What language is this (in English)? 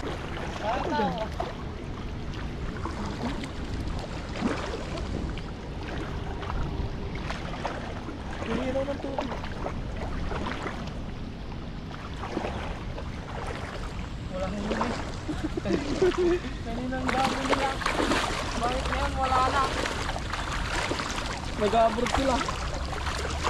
Filipino